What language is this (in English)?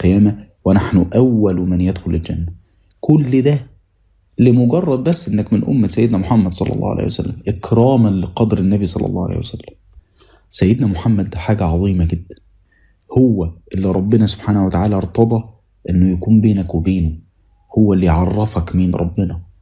Egyptian Arabic